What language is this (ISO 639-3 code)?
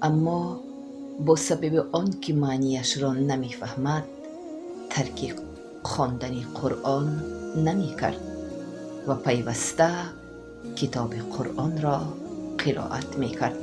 tgk